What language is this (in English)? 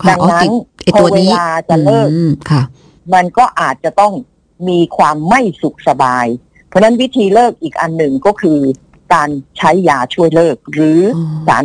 Thai